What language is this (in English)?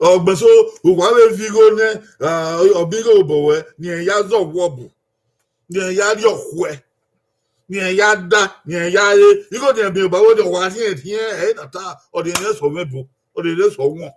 Bini